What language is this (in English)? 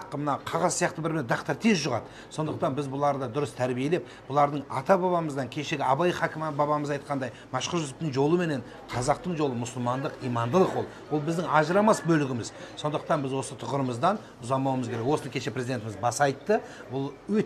Kazakh